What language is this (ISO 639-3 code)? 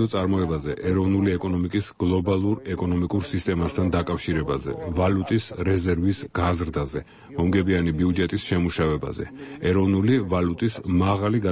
kat